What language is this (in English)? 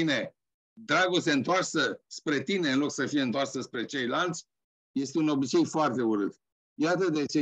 Romanian